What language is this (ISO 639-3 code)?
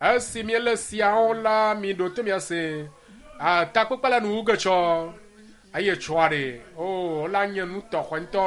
ewe